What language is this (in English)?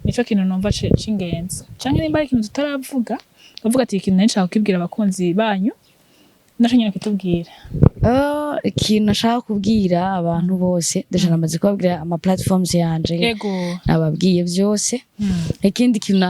Rundi